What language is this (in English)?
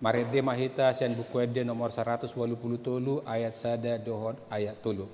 Batak Toba